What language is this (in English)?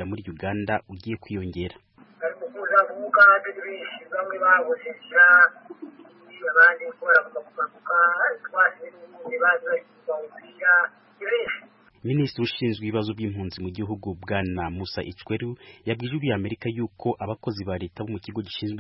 Kinyarwanda